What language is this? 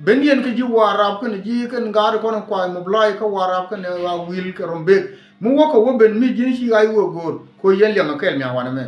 Nuer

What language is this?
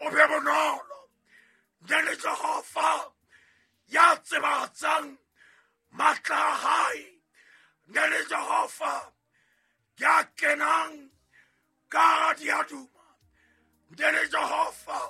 Southern Sotho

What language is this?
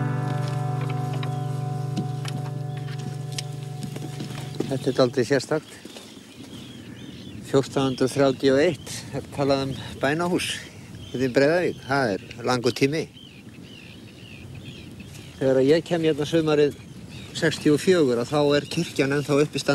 Icelandic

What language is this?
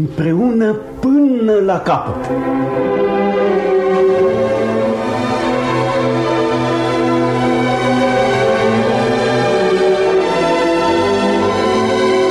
Romanian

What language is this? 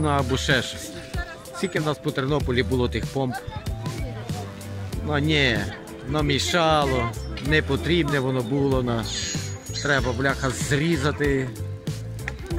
Ukrainian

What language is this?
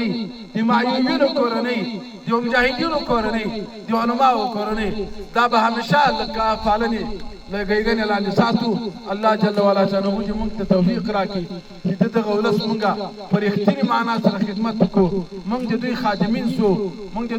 Pashto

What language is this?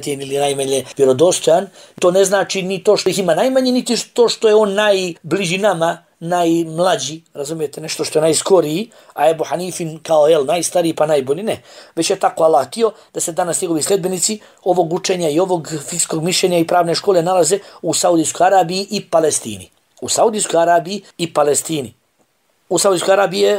Bosnian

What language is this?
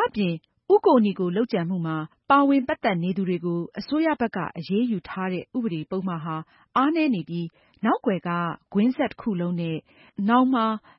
Burmese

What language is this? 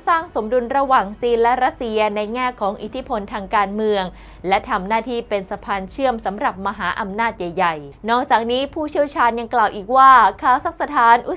Thai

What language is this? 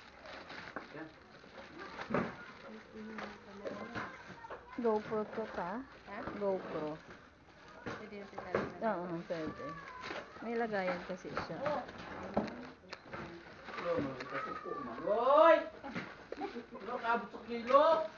Filipino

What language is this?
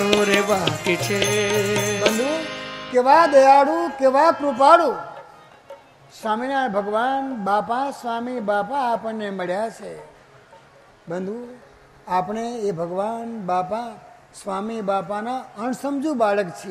Gujarati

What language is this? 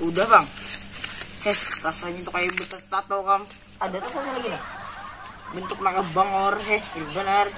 Banjar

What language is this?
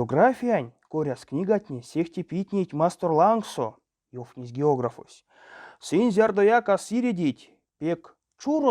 Erzya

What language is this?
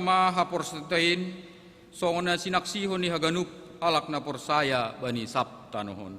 Batak Simalungun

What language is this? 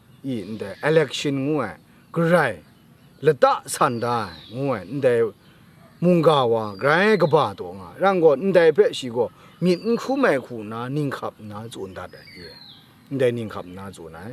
Kachin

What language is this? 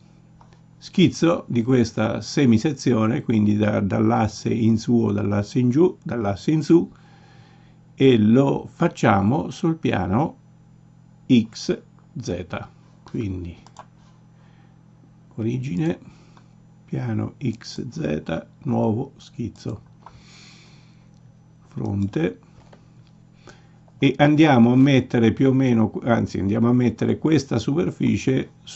Italian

